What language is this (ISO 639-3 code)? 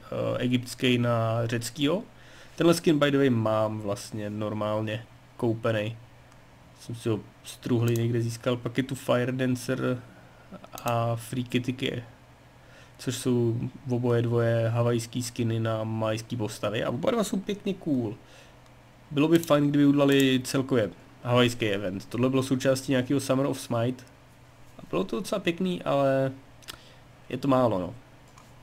ces